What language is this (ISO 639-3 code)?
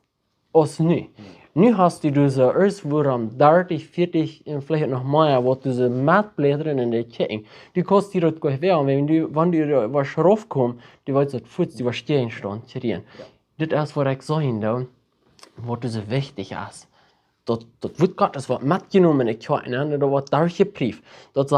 pdt